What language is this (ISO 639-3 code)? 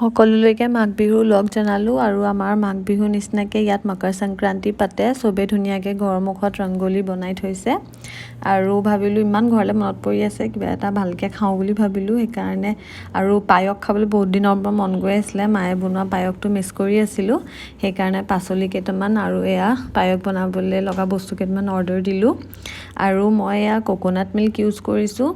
asm